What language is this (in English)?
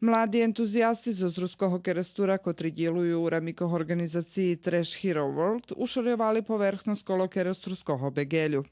Rusyn